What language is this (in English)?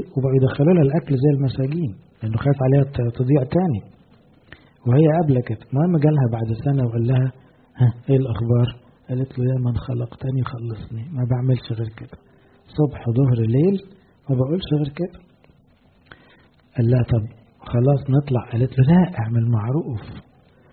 Egyptian Arabic